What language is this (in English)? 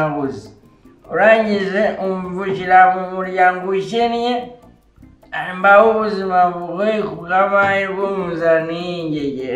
Kinyarwanda